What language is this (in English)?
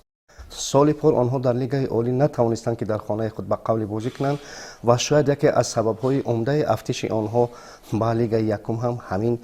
Tajik